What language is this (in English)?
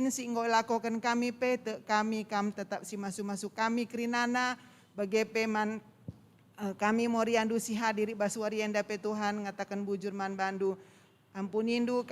Batak Karo